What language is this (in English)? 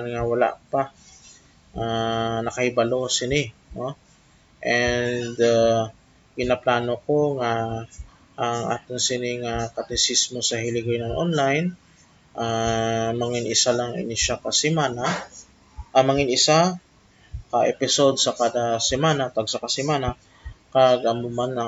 Hiligaynon